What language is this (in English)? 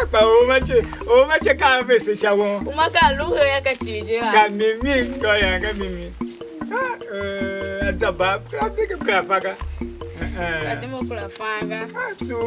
Tiv